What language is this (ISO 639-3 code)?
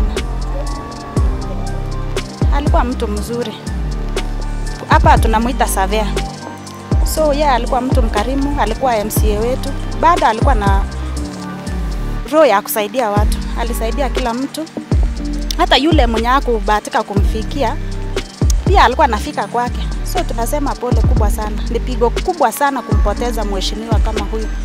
swa